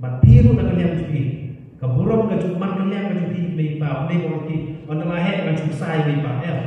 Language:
Khasi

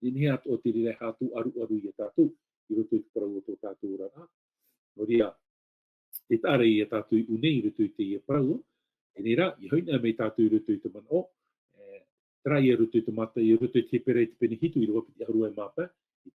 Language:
Tahitian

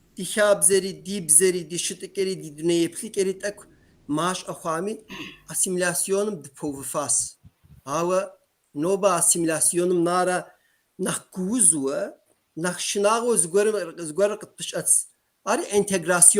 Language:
Kabardian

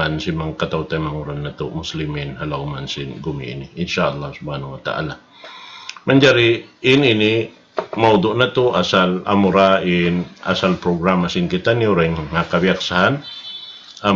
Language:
Tausug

